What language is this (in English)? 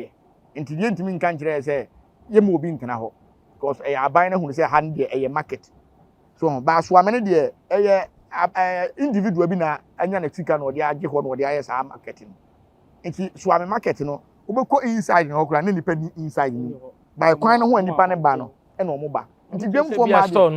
Akan